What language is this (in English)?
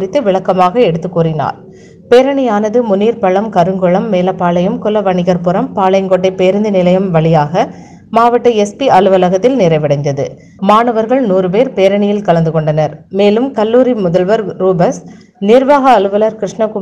Tamil